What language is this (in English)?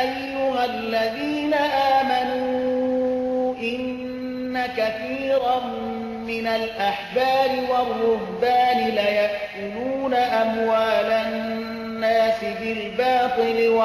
Persian